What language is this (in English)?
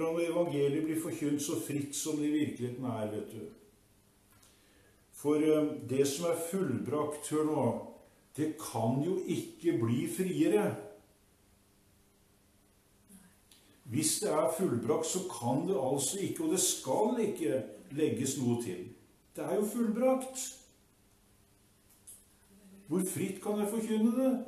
Norwegian